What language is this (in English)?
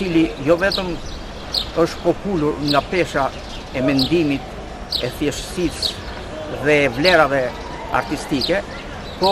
Albanian